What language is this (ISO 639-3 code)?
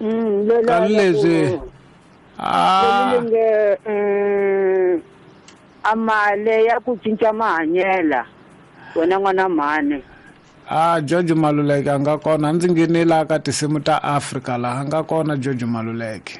tso